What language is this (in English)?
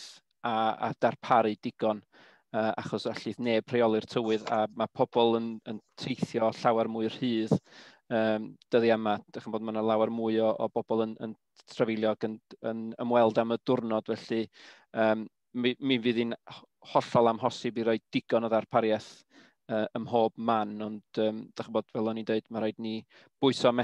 Welsh